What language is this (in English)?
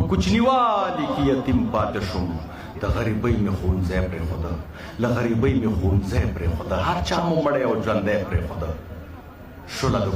Pashto